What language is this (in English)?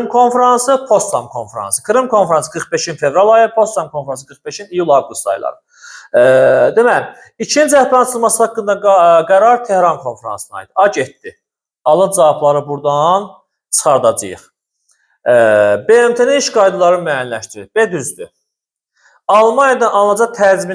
Azerbaijani